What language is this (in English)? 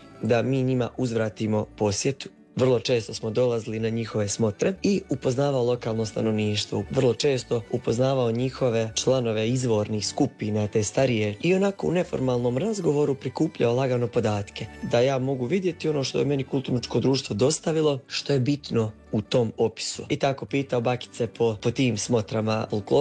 Croatian